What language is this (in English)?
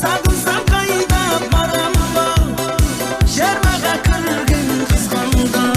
Kara-Kalpak